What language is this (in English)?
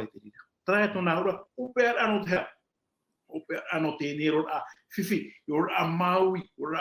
Tahitian